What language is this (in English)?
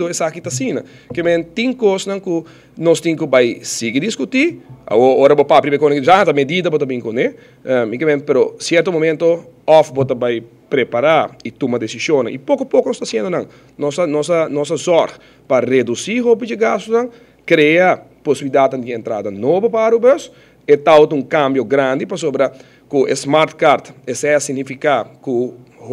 Papiamento